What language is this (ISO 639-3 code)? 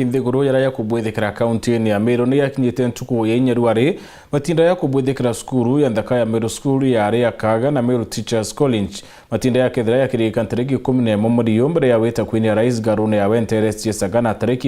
mer